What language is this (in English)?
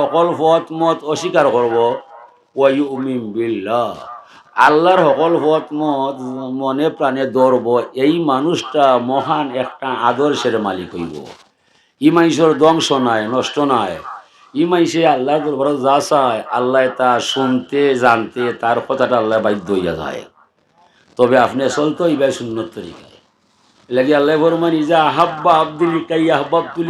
Sylheti